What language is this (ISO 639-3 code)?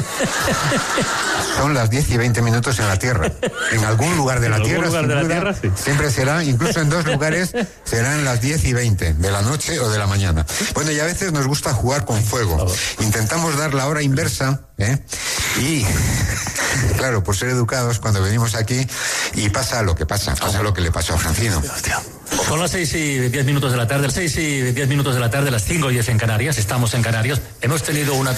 spa